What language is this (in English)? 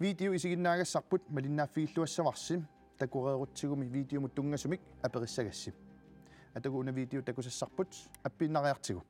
Kalaallisut